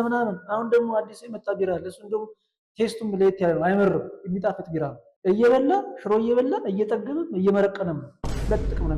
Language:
Amharic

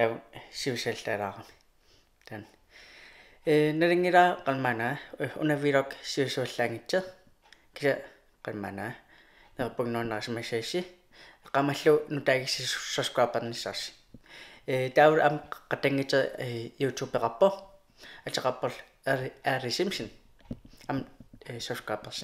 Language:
Kalaallisut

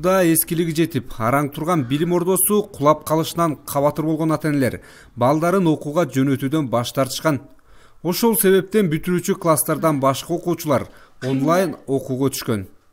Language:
Kyrgyz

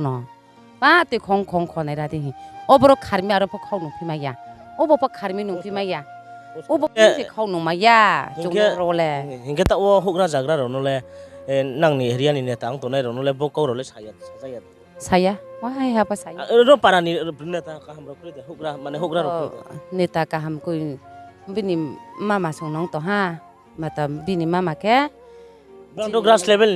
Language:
Riang (India)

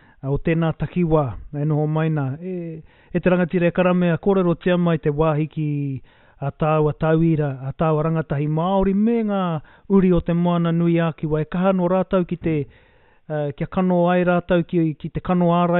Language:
Māori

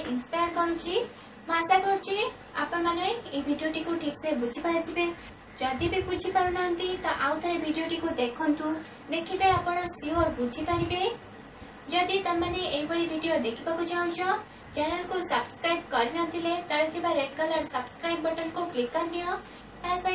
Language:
Odia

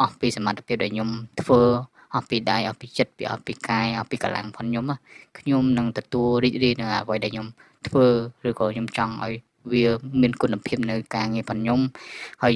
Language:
Khmer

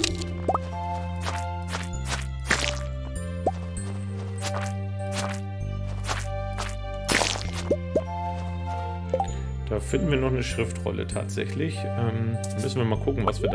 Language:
German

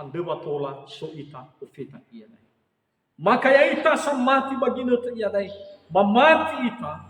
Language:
Nias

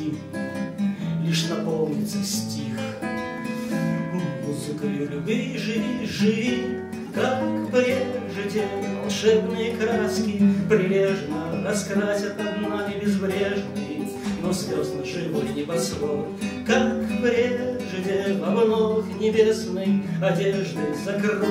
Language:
Russian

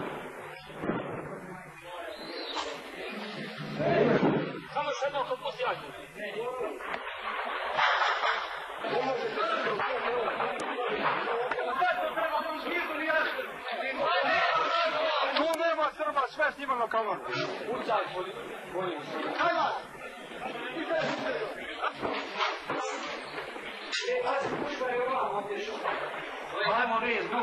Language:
Croatian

